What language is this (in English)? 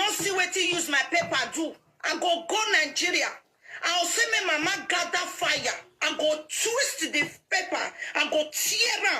Nigerian Pidgin